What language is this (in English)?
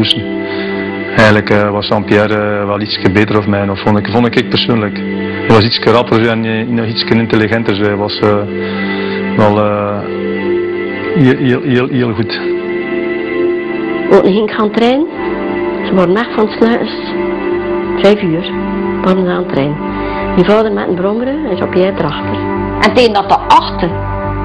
Dutch